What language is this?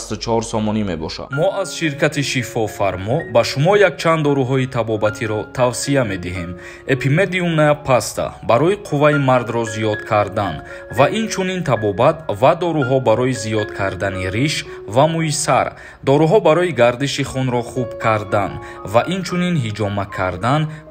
Tajik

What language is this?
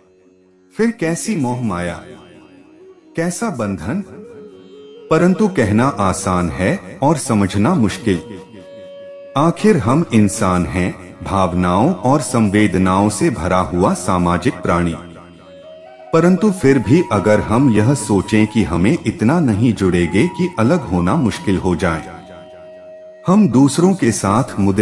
Hindi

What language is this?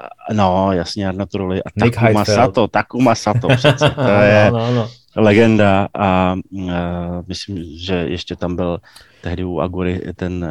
Czech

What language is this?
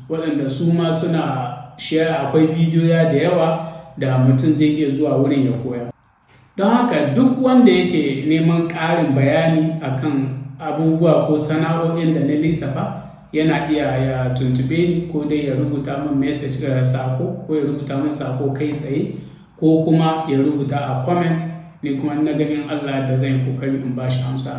Hausa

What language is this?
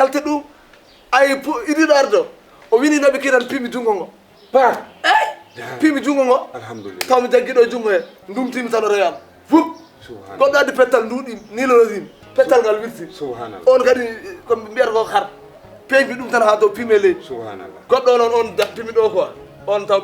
Fula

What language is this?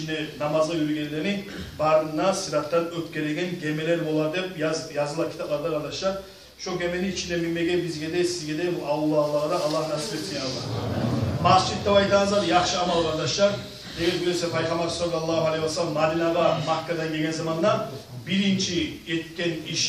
Kumyk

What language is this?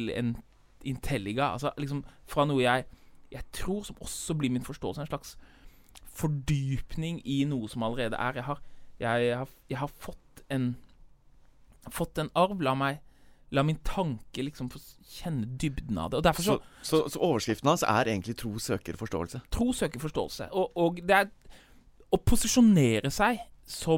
Norwegian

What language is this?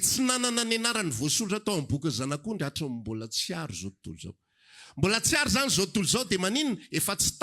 Malagasy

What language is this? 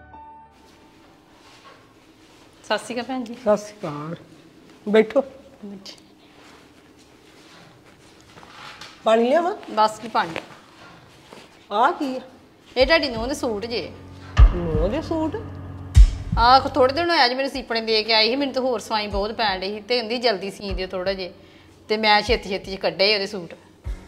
Punjabi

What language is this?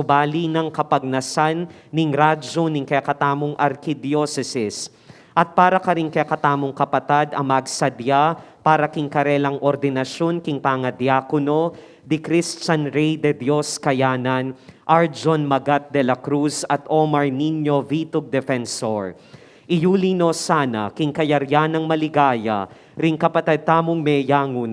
Pampanga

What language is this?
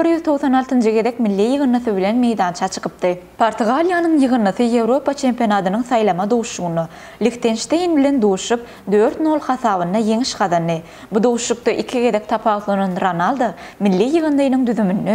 Turkmen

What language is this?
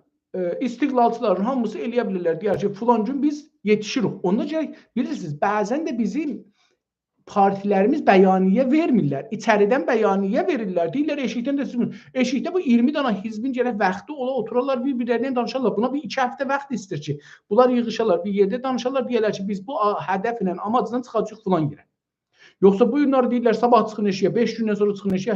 South Azerbaijani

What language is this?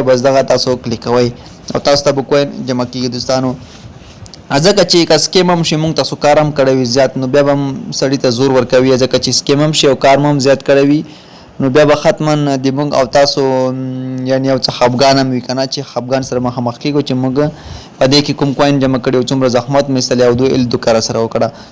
Pashto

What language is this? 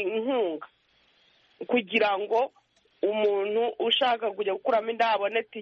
Kinyarwanda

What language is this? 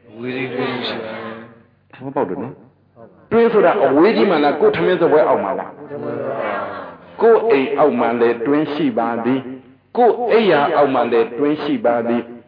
Burmese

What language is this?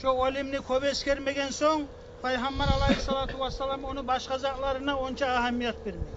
Kumyk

